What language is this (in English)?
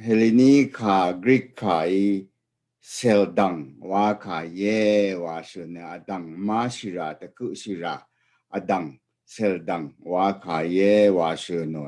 Rawang